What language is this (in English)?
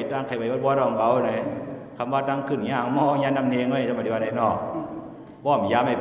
Shan